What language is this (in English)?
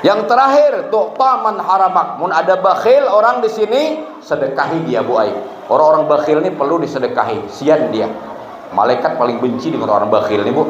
Banjar